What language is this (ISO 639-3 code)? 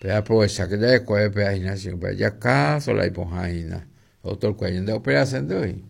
grn